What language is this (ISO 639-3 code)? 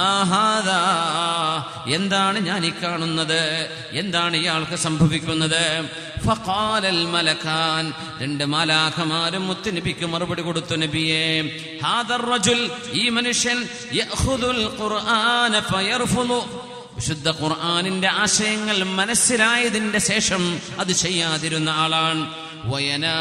mal